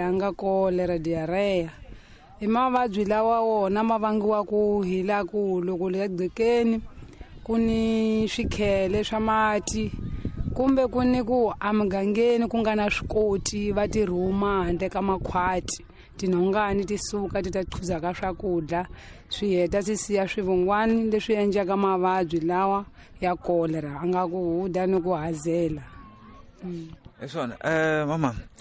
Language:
Tsonga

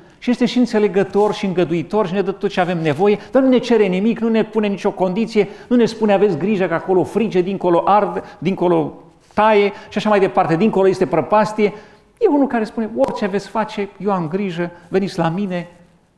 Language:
Romanian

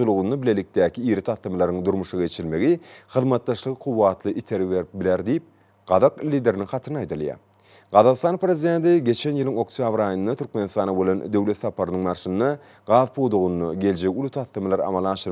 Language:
Turkmen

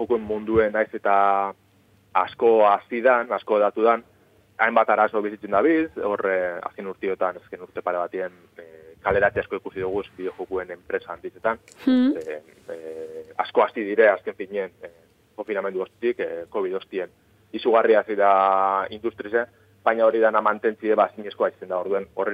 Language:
Basque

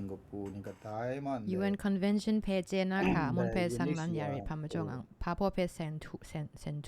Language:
Kachin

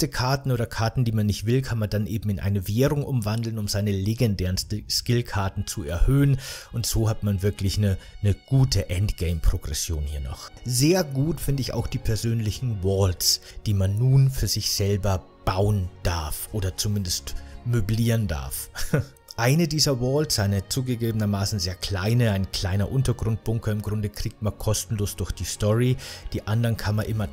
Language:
German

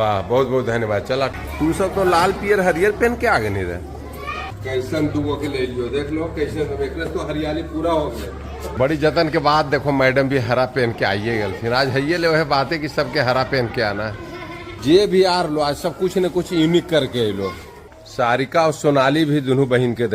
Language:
Magahi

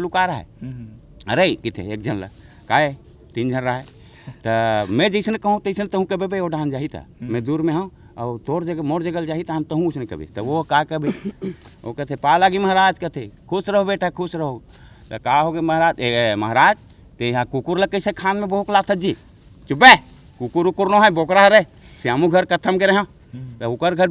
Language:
Chhattisgarhi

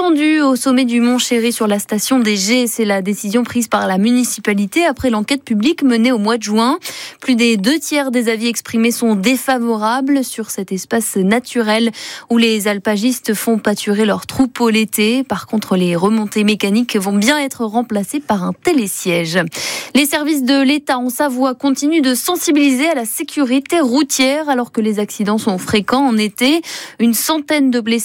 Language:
French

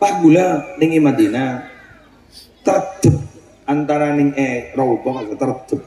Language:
Madurese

